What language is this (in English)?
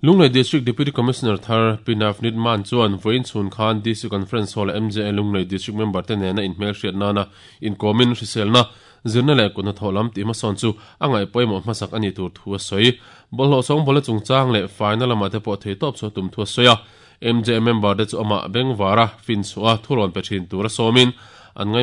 Mizo